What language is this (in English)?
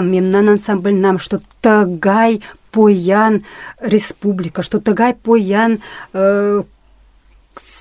Mari